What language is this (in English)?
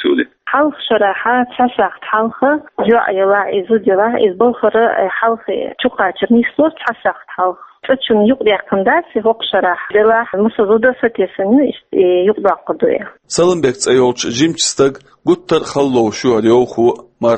Chechen